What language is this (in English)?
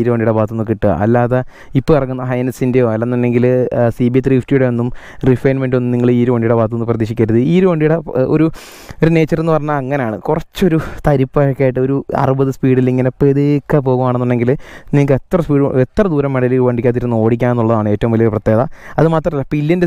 Malayalam